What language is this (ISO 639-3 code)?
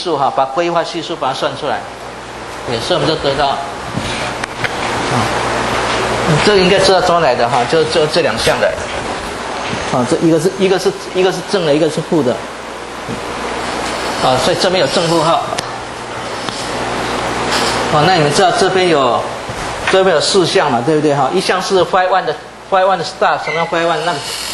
zho